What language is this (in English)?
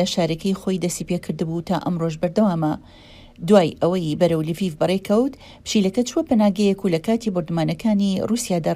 Central Kurdish